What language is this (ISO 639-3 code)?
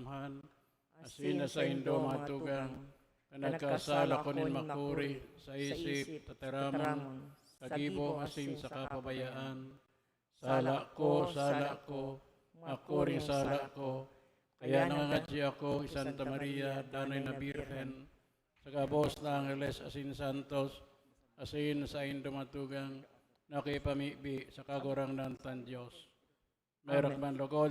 bik